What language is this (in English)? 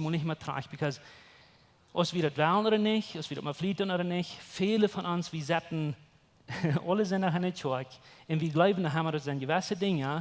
Plautdietsch